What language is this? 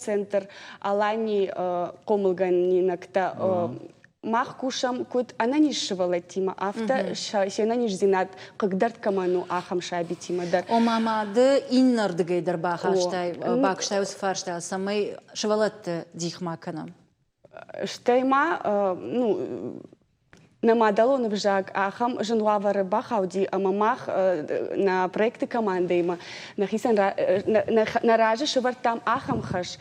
Ossetic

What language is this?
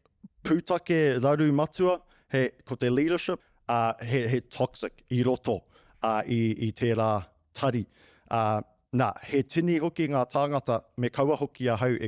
Māori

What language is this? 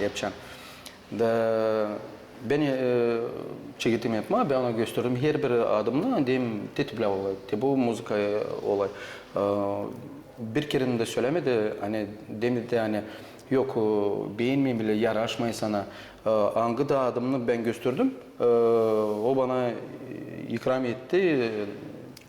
Gagauz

